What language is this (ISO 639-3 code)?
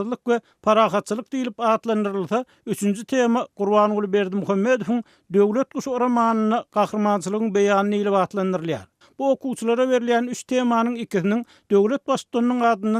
tuk